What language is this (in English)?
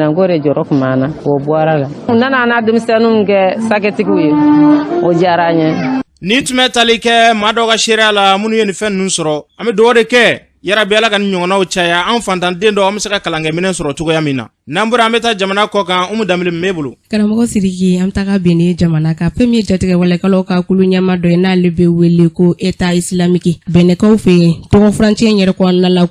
Bambara